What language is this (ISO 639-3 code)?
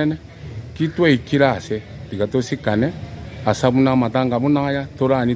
guz